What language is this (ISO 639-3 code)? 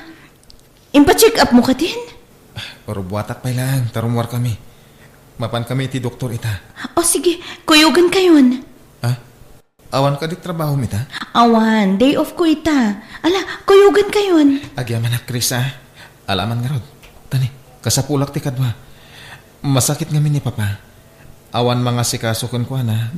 ilo